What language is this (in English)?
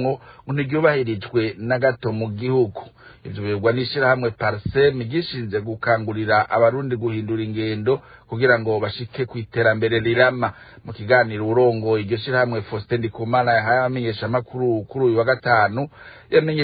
Rundi